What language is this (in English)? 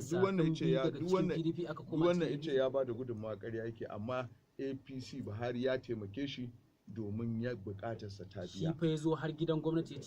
Hausa